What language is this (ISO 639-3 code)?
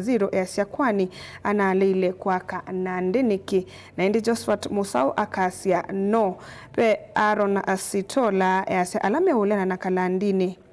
kam